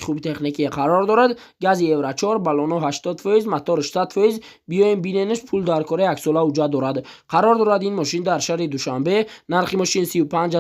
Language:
Tajik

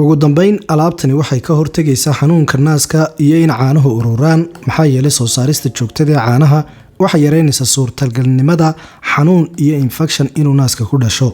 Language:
Somali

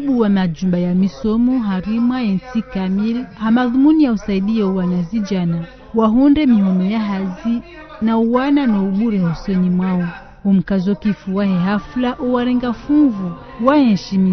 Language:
Ngazidja Comorian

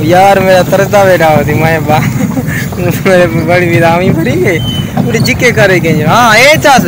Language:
Saraiki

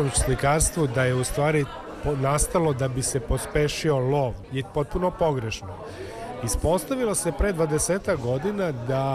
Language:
Serbian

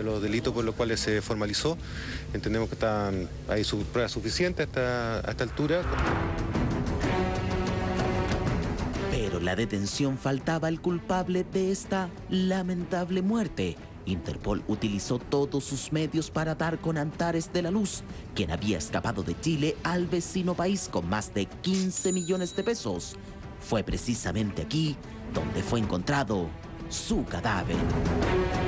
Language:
Spanish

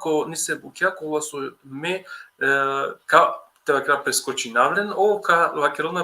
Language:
Balkan Romani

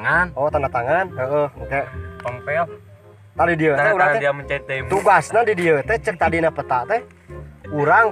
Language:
Sundanese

